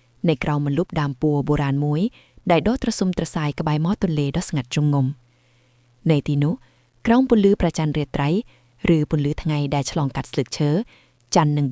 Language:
Khmer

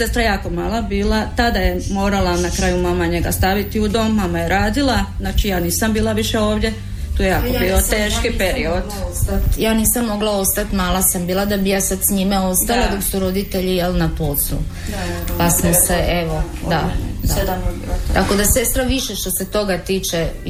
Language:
Croatian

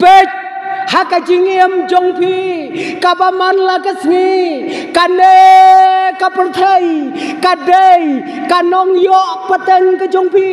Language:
Khasi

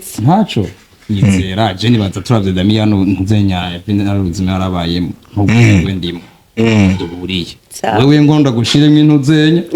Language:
Rundi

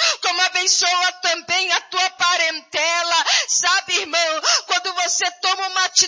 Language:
Portuguese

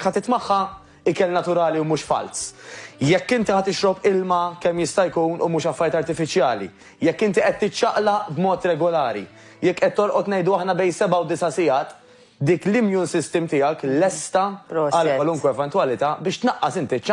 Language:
Maltese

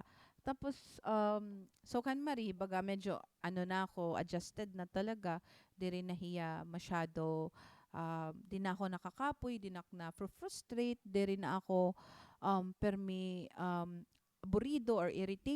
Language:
Waray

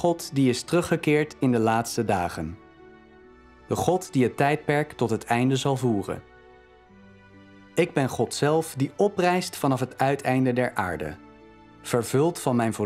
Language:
Dutch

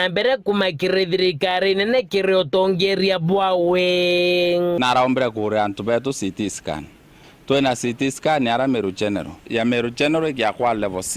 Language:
Meru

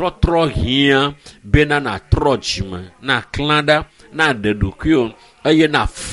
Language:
Ewe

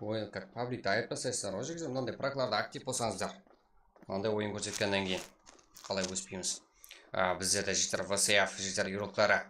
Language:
Kara-Kalpak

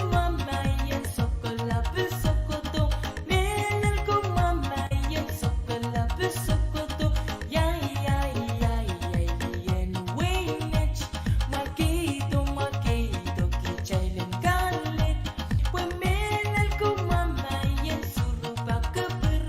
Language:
Pohnpeian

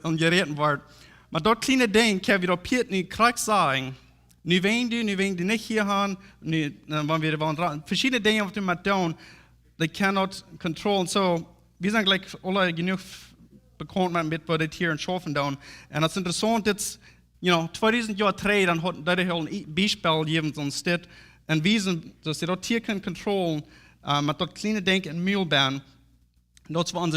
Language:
Plautdietsch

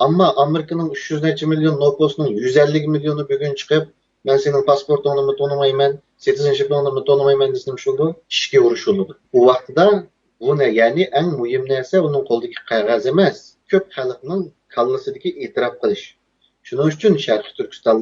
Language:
Uyghur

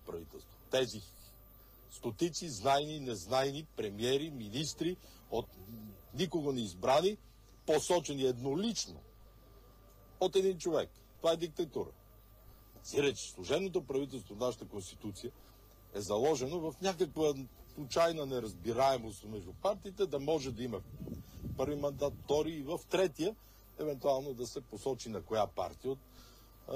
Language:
Bulgarian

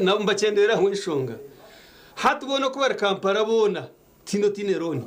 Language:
Nyankole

